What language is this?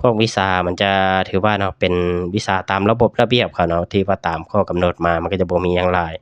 Lao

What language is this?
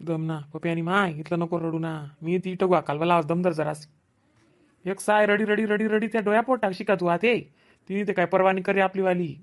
Khandesi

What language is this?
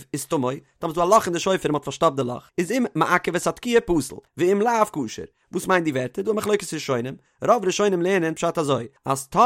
Yiddish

